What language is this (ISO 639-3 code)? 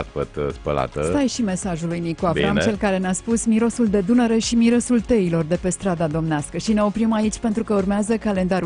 ron